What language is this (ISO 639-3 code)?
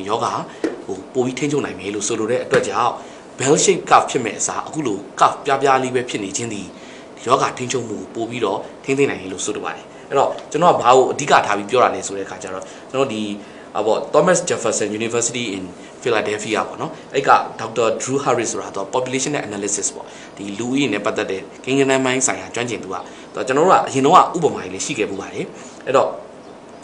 mya